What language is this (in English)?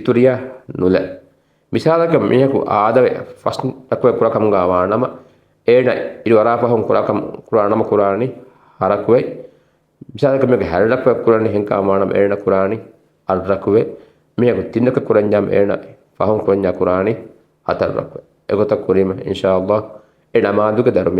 Divehi